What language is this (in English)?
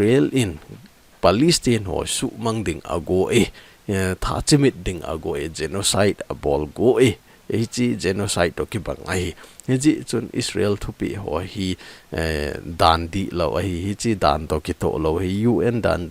Thado Chin